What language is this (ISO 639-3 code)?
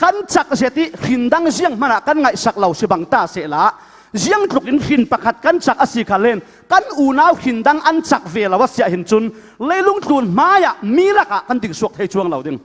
cfm